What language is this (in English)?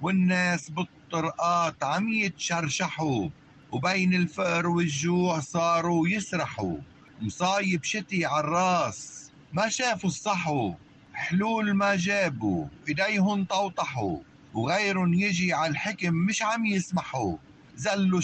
North Levantine Arabic